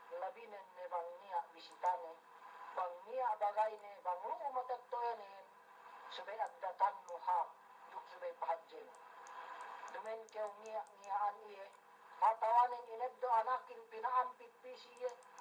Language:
Yakan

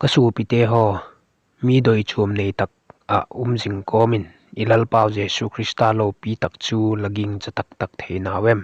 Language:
Vaiphei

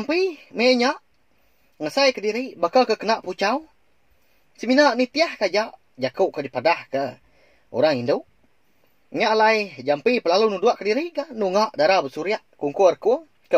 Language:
Iban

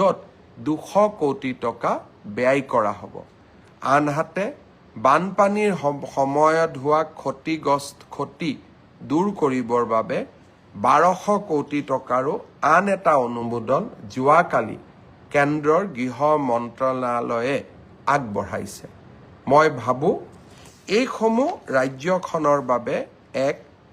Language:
Assamese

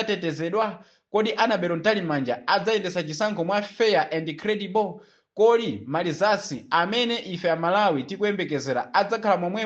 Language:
Nyanja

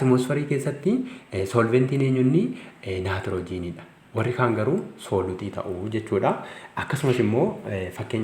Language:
Oromo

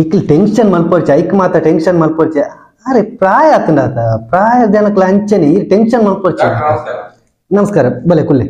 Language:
Tulu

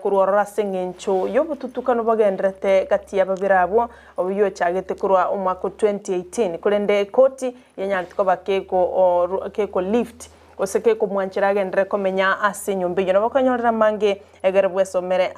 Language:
Gusii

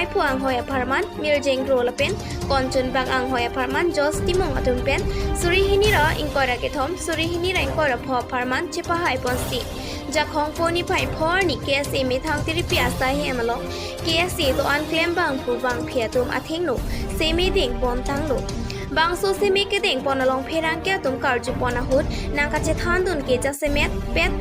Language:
Karbi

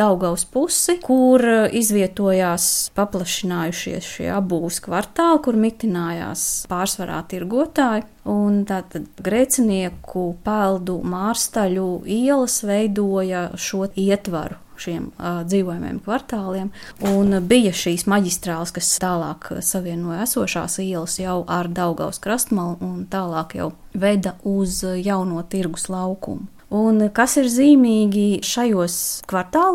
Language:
Latvian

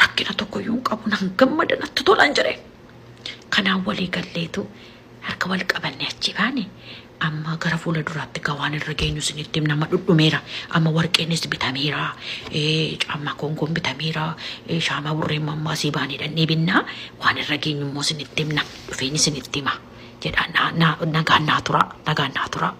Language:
Oromo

